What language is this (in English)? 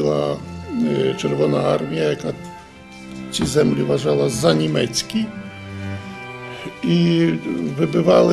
Ukrainian